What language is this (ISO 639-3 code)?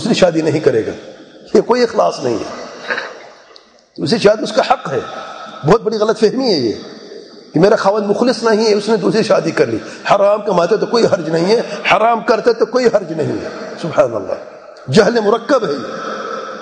urd